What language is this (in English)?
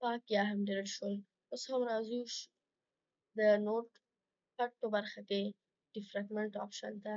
Pashto